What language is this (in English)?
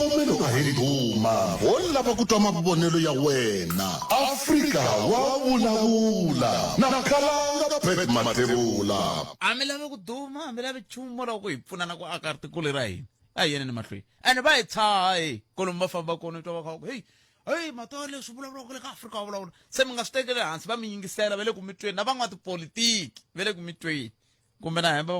Tsonga